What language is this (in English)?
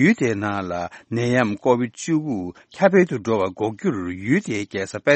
Tibetan